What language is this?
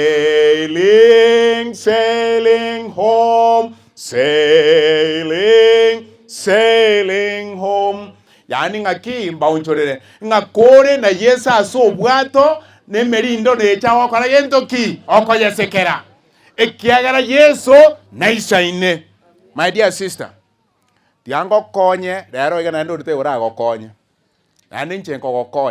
Gusii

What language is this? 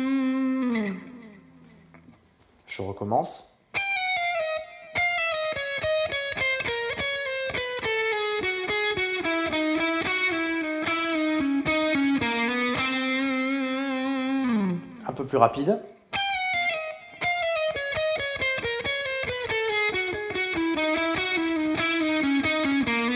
French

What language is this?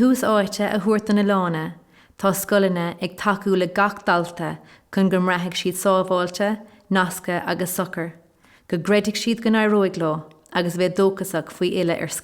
Irish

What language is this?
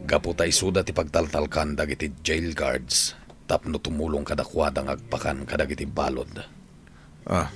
Iloko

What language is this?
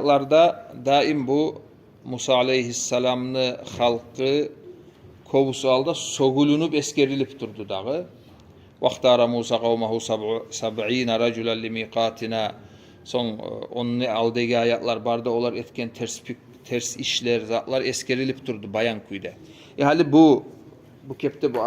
Kumyk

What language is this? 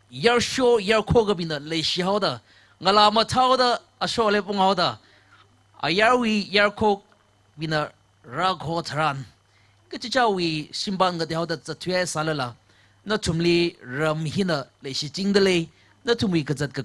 Tangkhul Naga (India)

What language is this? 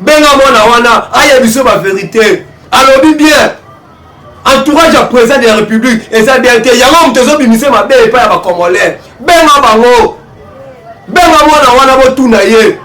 Lingala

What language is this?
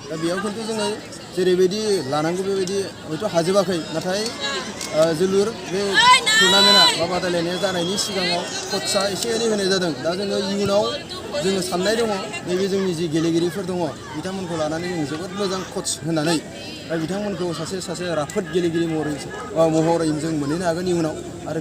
Bodo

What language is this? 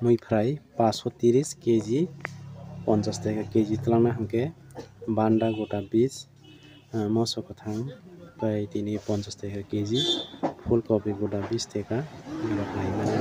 Kok Borok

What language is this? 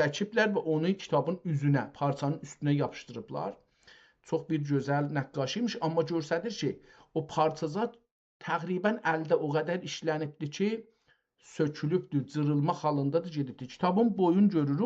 South Azerbaijani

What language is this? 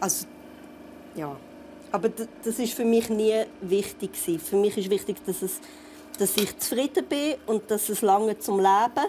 Swiss German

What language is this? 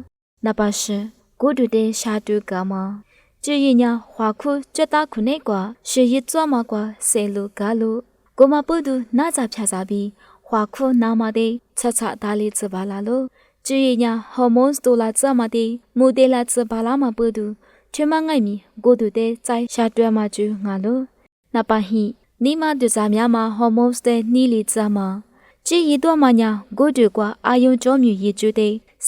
Lisu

